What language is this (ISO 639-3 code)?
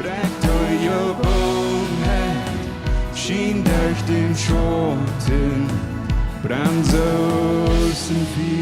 pdt